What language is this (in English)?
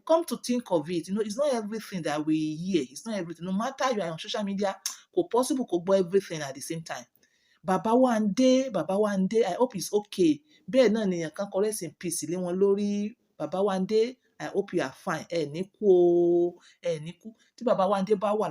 Yoruba